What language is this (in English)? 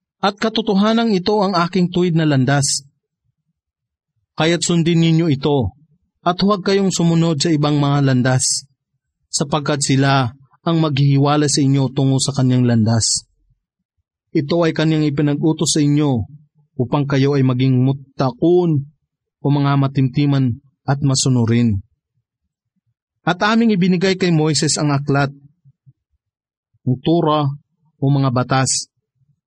Filipino